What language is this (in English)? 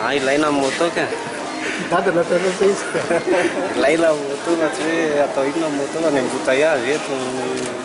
Malagasy